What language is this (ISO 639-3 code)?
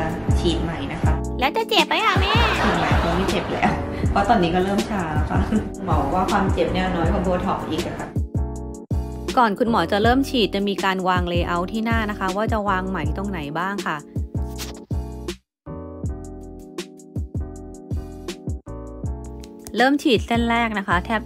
tha